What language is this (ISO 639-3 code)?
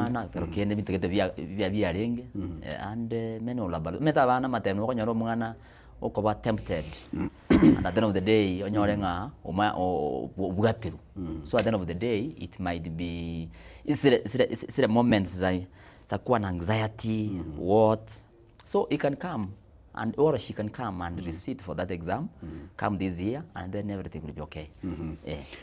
guz